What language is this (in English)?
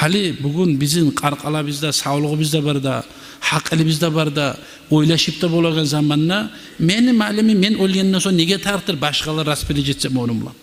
Kumyk